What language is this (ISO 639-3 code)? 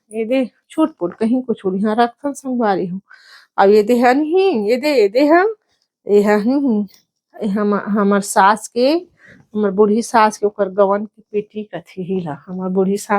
hne